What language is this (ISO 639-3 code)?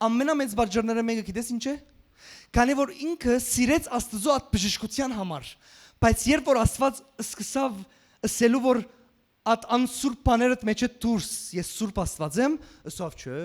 hyw